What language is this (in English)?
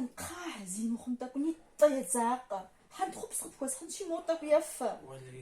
Kabardian